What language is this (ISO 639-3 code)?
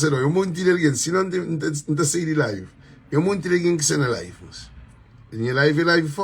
kea